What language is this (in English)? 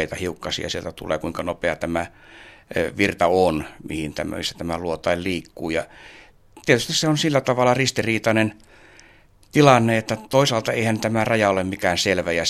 Finnish